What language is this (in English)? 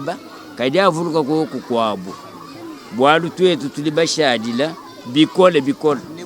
Luba-Lulua